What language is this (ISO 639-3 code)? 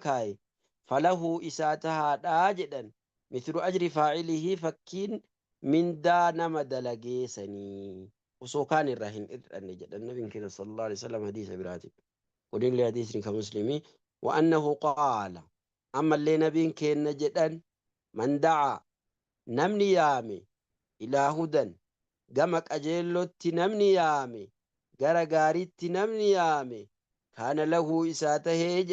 orm